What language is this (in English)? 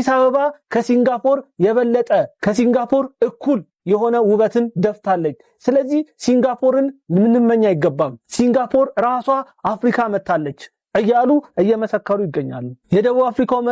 Amharic